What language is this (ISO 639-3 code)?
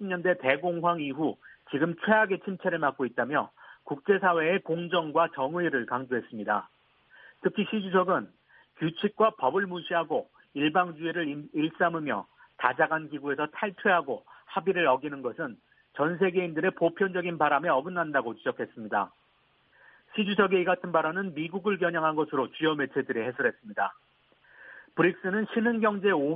kor